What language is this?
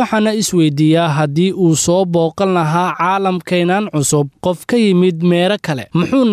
Somali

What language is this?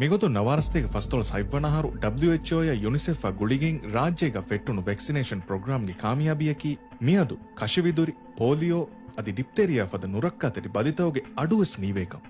Divehi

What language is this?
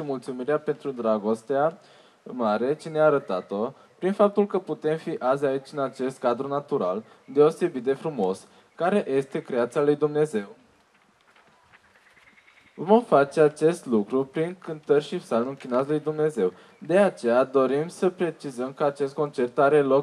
Romanian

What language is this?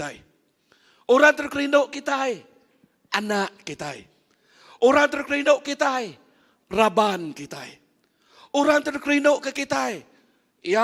Iban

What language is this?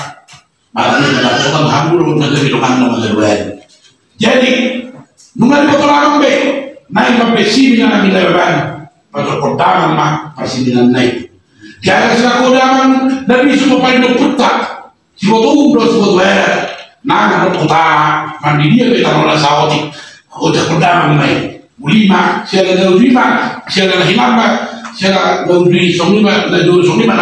Batak Toba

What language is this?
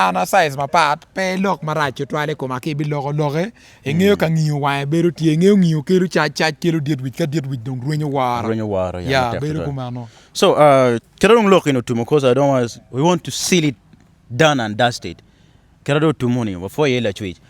Acoli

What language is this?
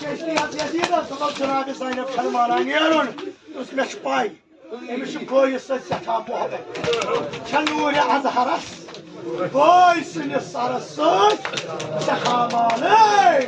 Kashmiri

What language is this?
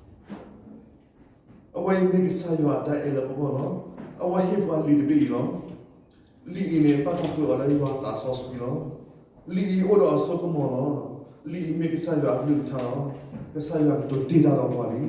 S'gaw Karen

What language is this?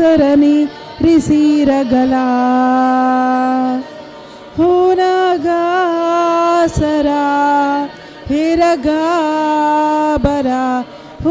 Tem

